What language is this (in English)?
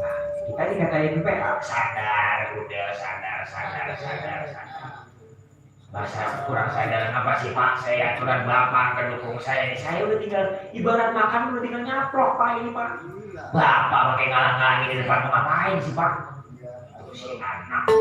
Betawi